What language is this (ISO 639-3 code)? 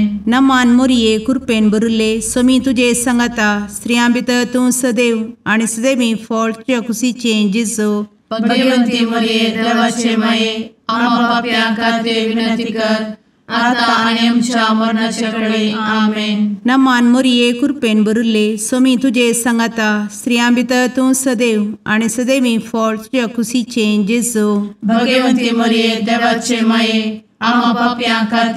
kok